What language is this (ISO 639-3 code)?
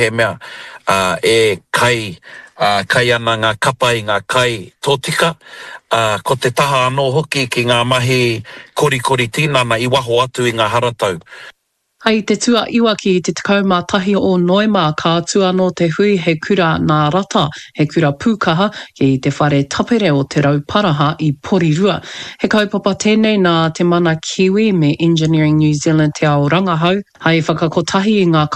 mri